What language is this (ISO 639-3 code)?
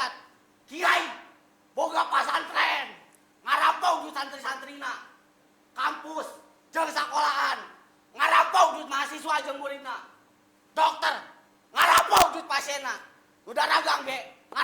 sun